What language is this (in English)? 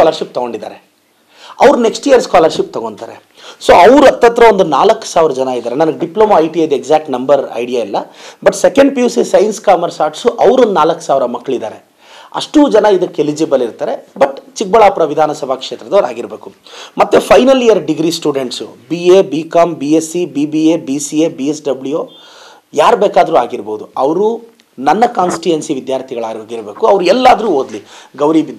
Kannada